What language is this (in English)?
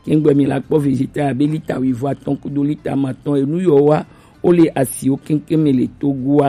Gen